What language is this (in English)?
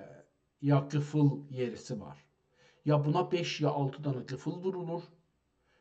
South Azerbaijani